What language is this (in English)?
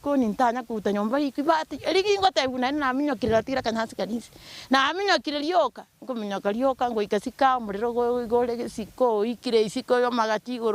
Gusii